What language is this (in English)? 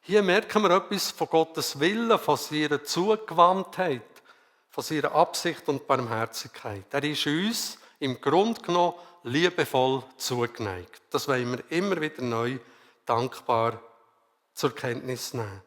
Swiss German